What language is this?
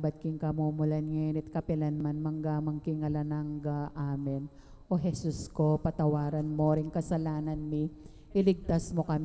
Pampanga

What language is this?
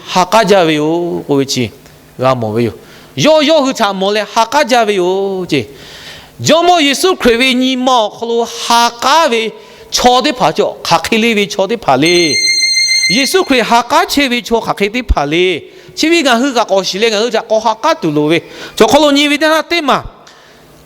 Lahu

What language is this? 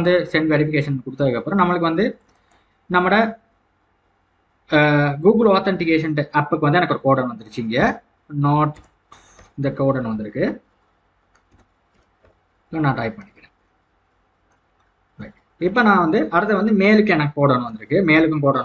Tamil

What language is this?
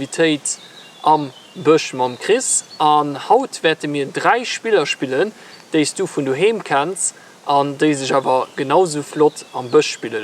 Luxembourgish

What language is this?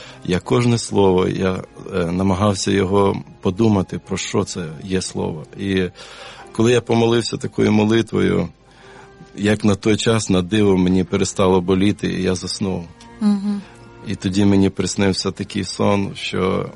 Ukrainian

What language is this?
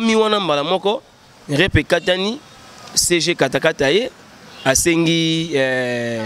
Lingala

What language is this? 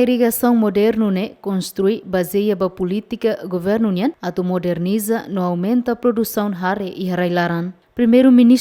Tetum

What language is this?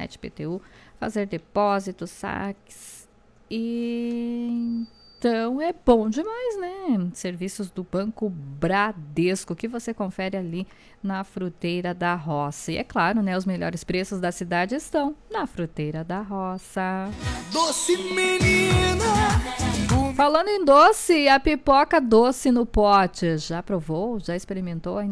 Portuguese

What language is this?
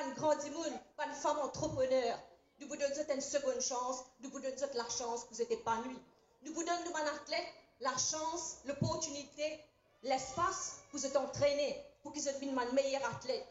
Morisyen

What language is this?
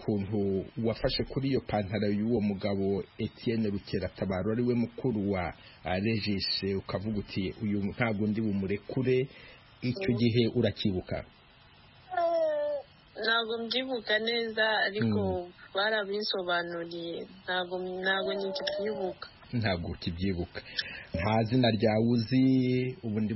Kinyarwanda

